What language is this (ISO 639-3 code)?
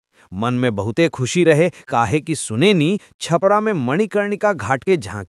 bho